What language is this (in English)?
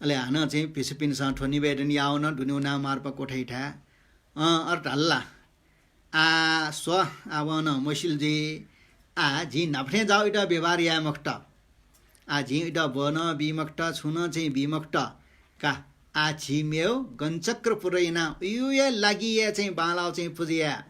Newari